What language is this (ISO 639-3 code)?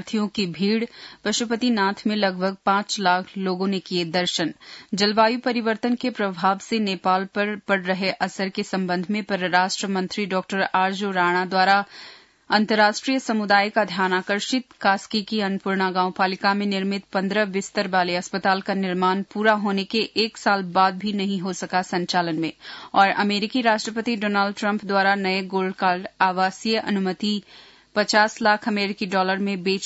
hin